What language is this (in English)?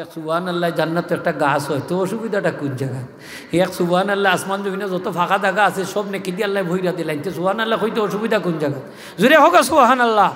Sylheti